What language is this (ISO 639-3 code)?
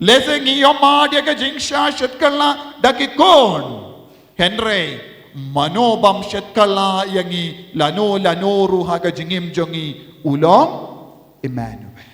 kha